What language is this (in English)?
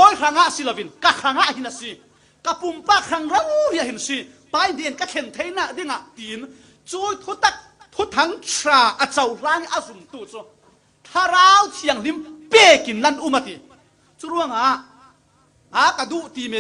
Falam Chin